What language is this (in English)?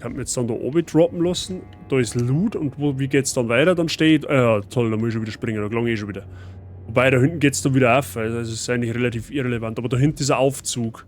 Bavarian